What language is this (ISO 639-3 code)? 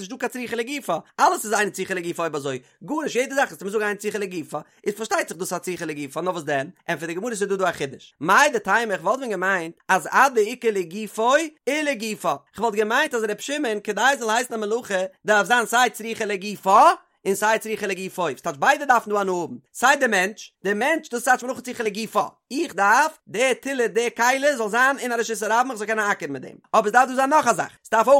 yid